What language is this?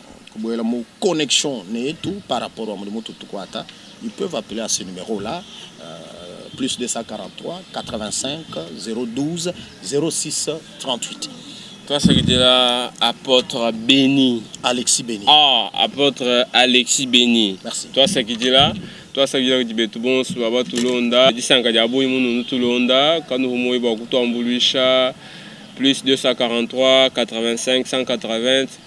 Luba-Lulua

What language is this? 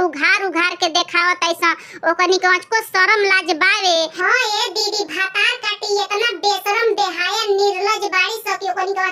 Bhojpuri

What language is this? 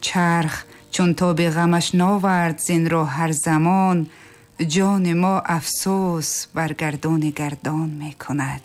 Tajik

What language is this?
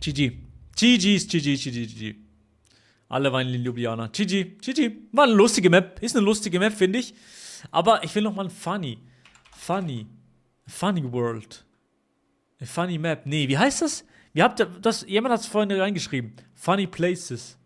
Swiss German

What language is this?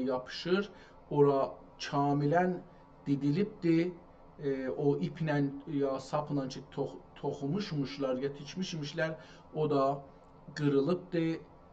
South Azerbaijani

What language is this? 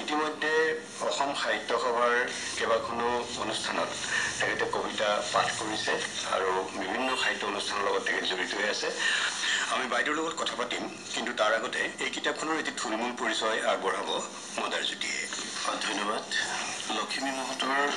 Assamese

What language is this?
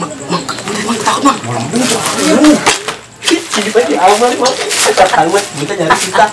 Betawi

